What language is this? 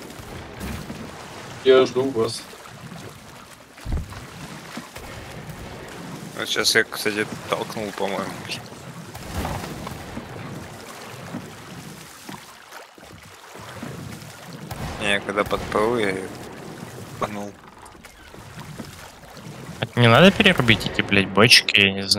Russian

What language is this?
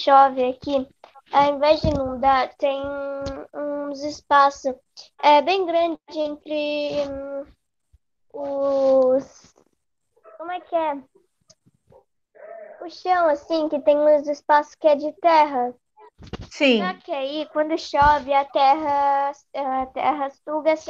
Portuguese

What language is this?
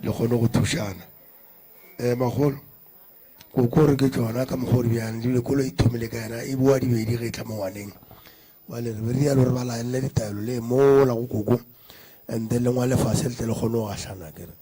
Northern Sotho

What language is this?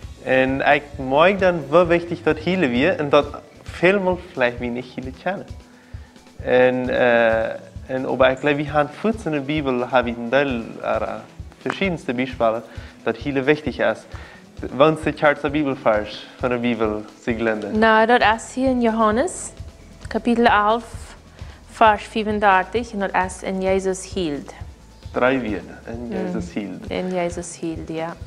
Plautdietsch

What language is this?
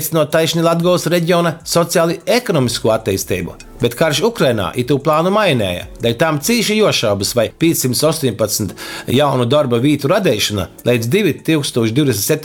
Latgalian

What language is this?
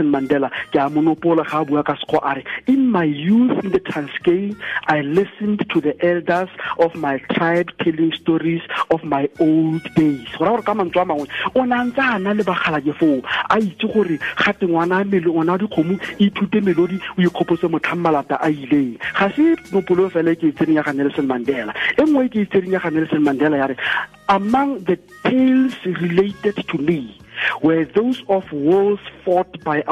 Tswana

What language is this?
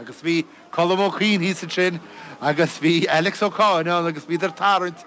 Irish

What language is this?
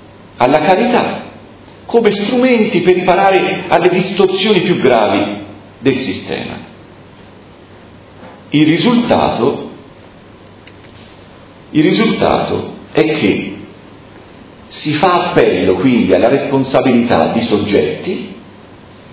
Italian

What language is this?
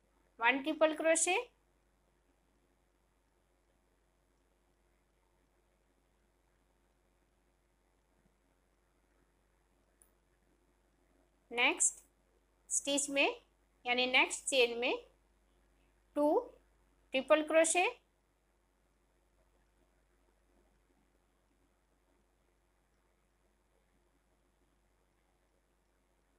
Hindi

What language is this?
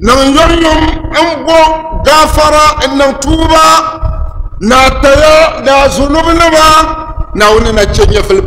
Dagbani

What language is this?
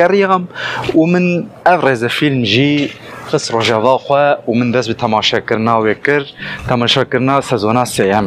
Kurdish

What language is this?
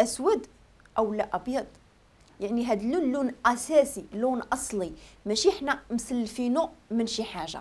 Moroccan Arabic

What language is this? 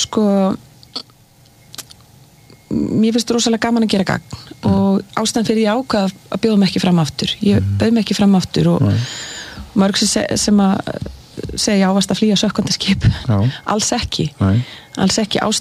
Icelandic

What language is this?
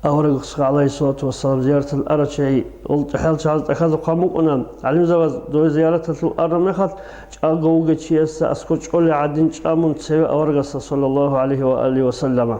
Avaric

